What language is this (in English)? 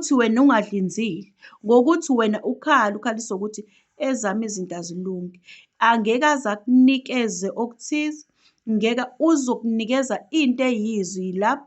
Zulu